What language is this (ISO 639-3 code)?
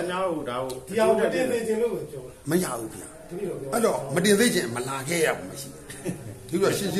mya